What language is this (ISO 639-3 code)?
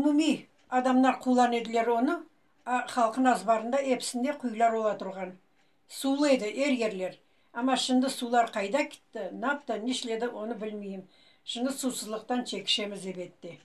crh